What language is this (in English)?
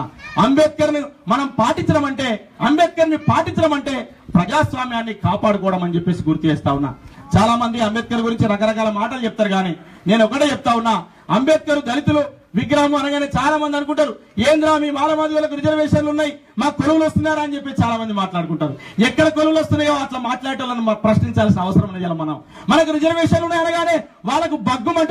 Telugu